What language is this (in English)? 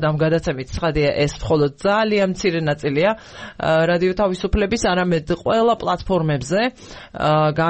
Georgian